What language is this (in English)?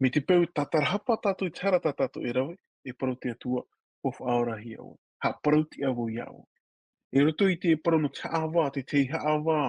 Tahitian